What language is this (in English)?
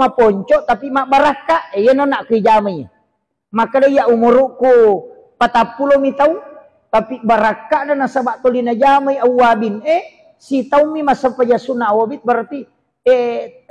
Buginese